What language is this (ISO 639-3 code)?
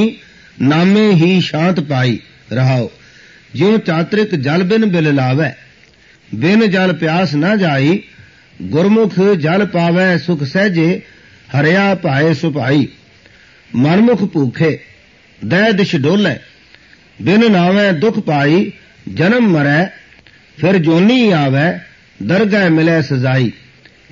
pan